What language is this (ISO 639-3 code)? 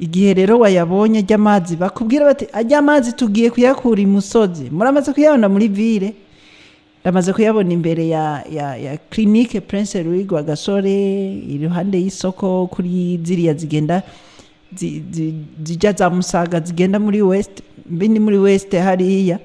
run